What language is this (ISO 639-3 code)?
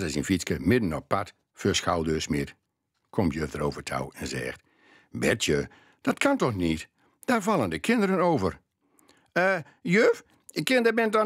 gos